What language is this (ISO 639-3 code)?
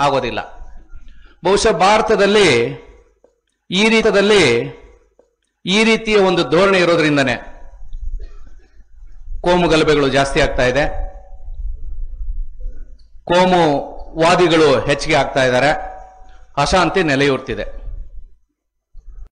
kan